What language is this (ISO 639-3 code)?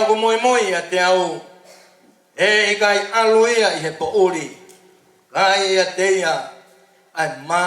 ton